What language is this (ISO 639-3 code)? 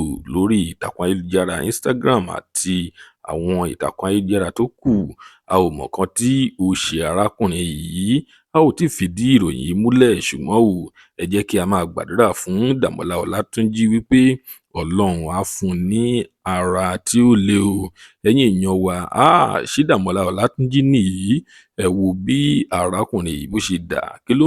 yor